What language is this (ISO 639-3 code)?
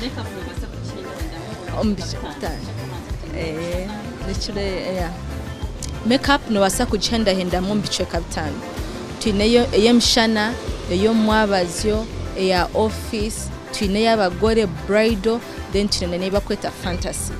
nyn